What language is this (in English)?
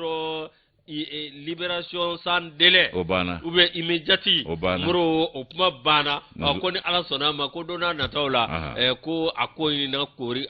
Bambara